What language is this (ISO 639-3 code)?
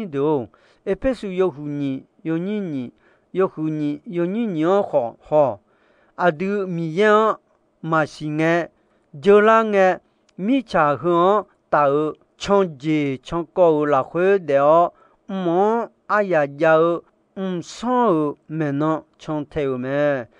ahk